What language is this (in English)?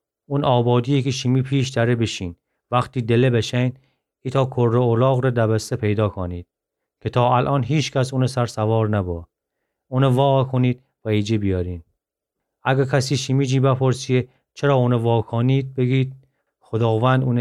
Gilaki